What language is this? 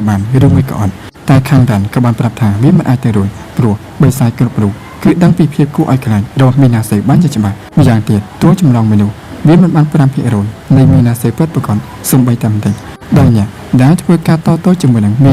Khmer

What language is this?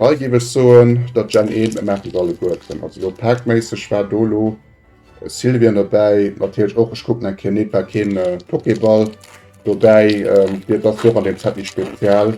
Luxembourgish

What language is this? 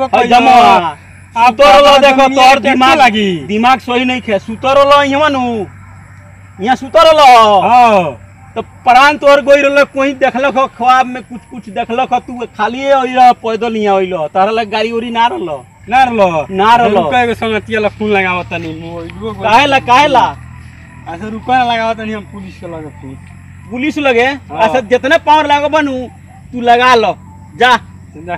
Bhojpuri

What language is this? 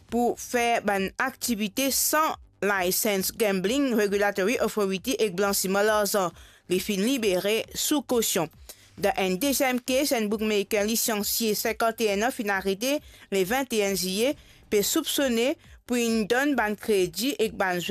Morisyen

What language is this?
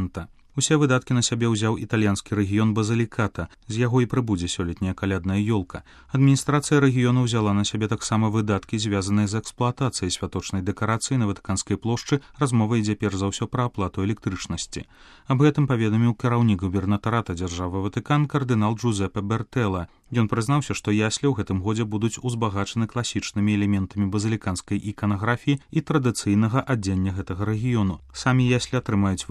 Belarusian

